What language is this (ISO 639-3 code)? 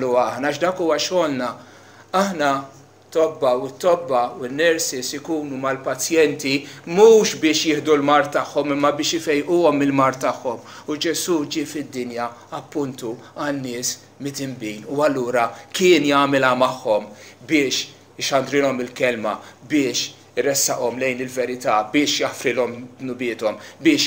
mlt